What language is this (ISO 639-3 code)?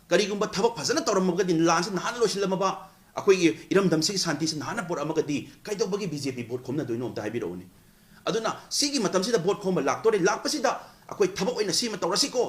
mni